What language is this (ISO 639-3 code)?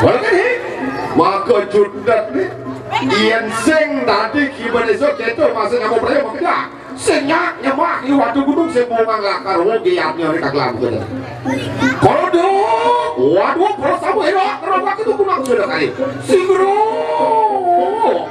ban